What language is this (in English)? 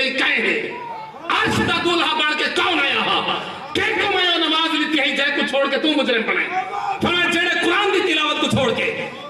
Saraiki